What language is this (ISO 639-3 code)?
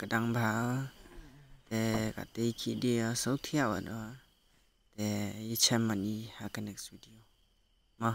kha